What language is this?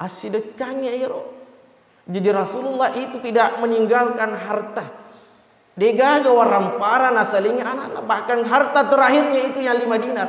Buginese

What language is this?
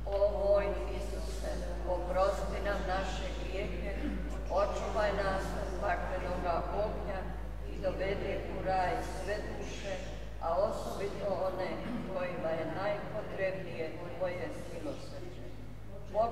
Croatian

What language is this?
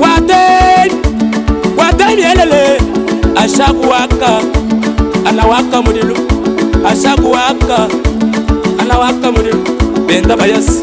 Luba-Lulua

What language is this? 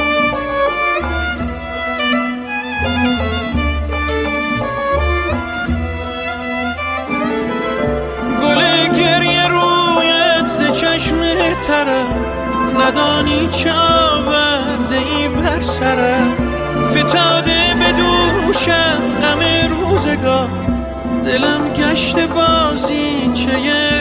Persian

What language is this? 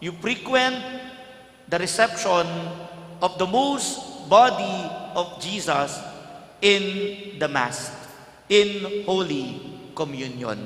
Pampanga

